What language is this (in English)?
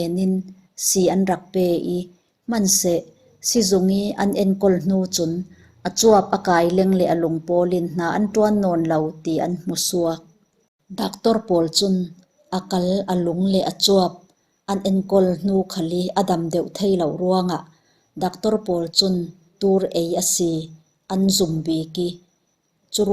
Falam Chin